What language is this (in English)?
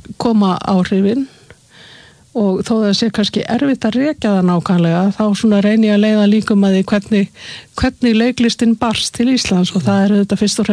Icelandic